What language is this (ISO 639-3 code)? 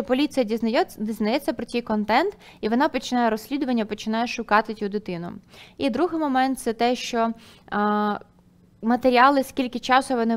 ukr